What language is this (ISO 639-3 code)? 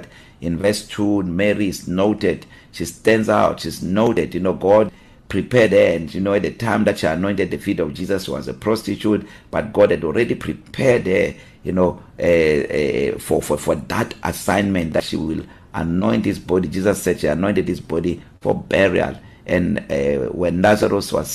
eng